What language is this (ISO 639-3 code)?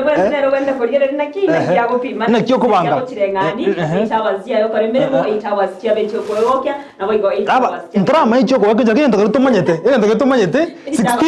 guz